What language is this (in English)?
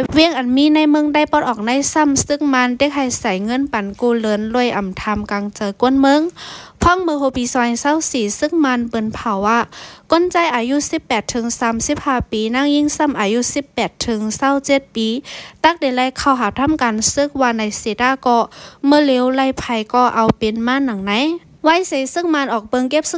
Shan